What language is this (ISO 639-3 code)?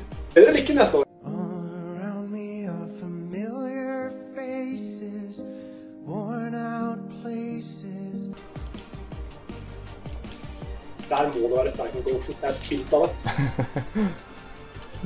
nor